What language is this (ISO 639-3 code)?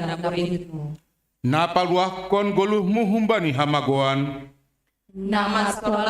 bts